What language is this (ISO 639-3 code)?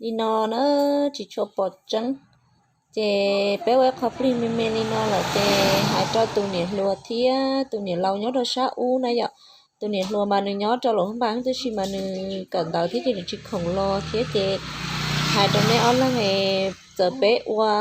hmn